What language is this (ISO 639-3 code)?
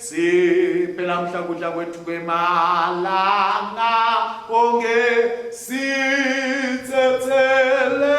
ssw